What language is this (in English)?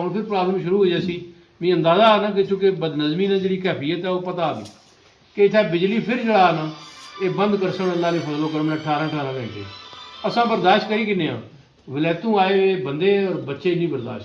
Pahari-Potwari